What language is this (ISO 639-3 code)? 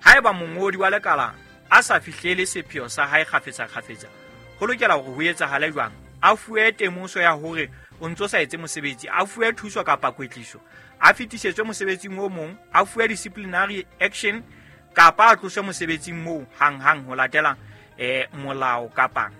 sot